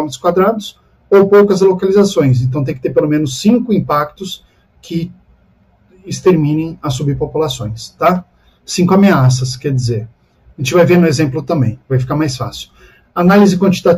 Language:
Portuguese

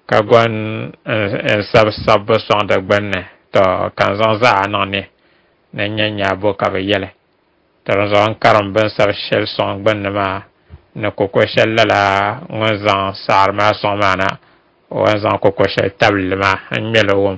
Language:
Dagbani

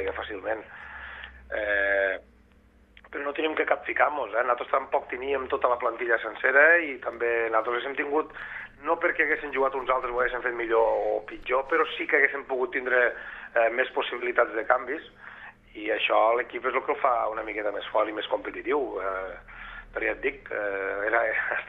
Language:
Catalan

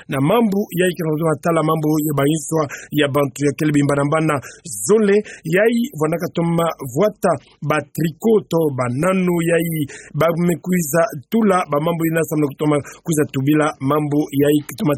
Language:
Kituba (Democratic Republic of Congo)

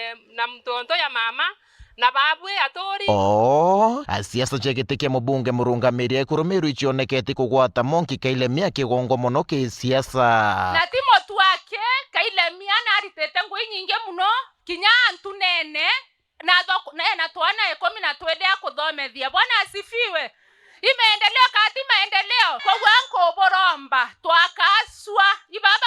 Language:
Meru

